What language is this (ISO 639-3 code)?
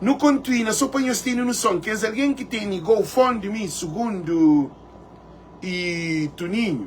kea